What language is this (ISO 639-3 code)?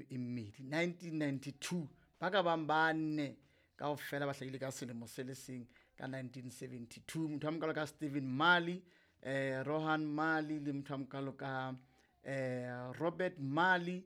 sot